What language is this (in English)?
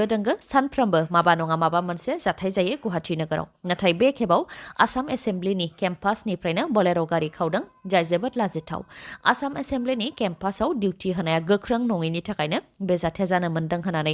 Bodo